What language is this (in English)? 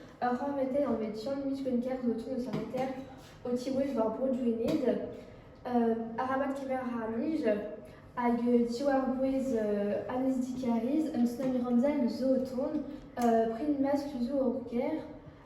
Breton